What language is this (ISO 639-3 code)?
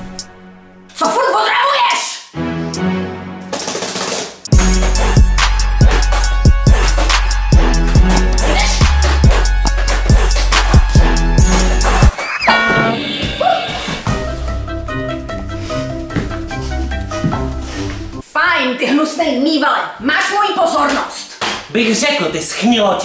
ces